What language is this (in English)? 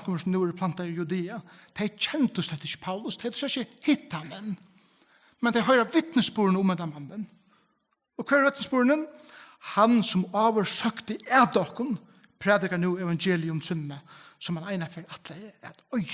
Faroese